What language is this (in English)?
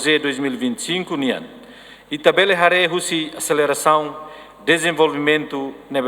Tetum